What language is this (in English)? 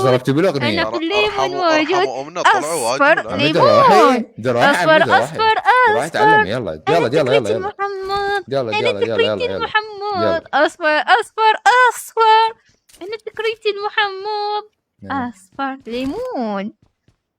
Mesopotamian Arabic